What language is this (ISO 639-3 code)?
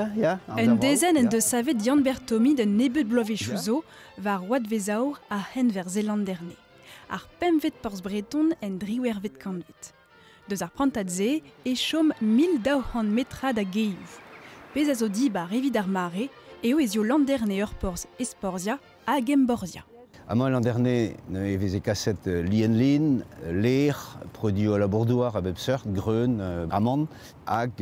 bre